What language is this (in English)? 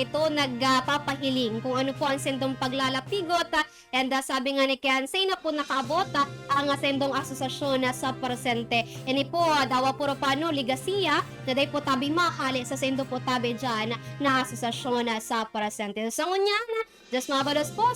Bikol